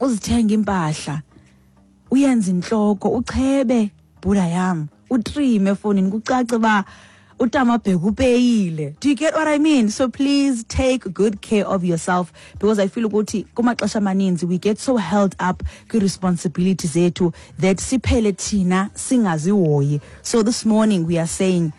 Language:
Xhosa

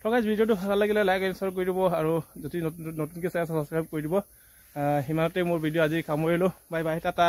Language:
Assamese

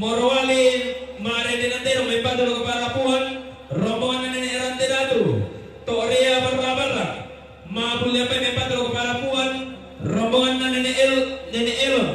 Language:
Toraja-Sa'dan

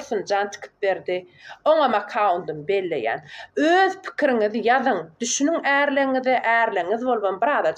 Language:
Turkmen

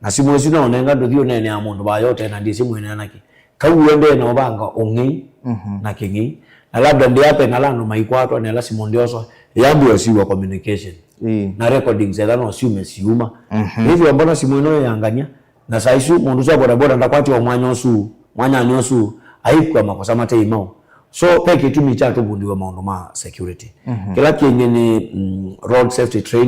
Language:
Kamba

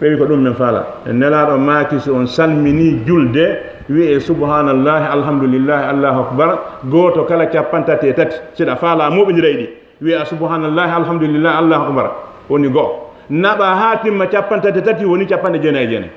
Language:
Fula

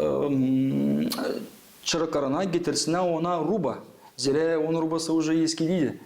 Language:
Gagauz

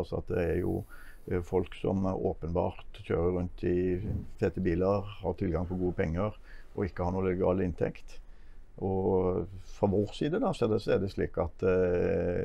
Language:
Norwegian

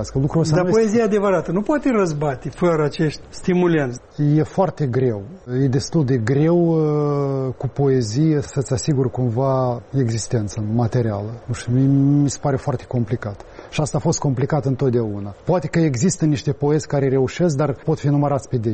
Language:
Romanian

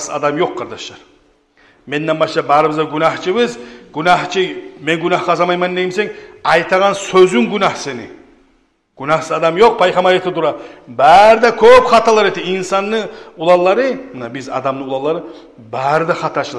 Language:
Kumyk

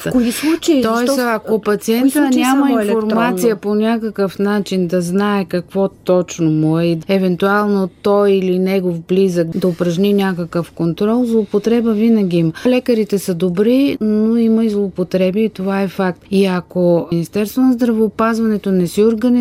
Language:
Bulgarian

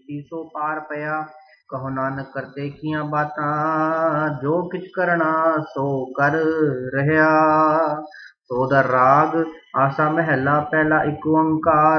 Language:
Punjabi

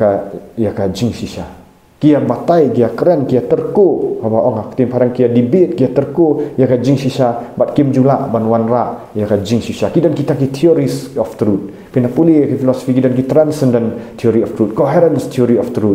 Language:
Khasi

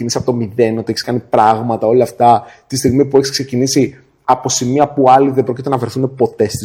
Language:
Greek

